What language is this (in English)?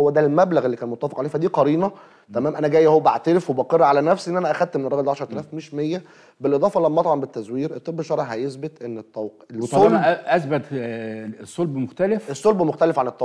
Egyptian Arabic